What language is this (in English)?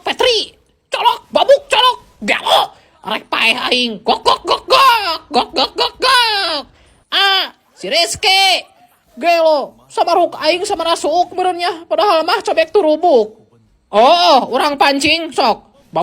Sundanese